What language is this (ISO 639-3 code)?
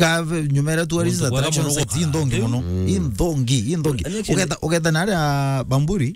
mer